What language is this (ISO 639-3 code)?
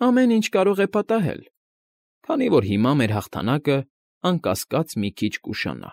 hye